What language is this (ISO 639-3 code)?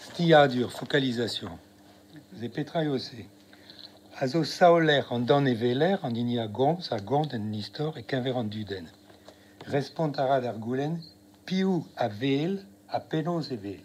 bre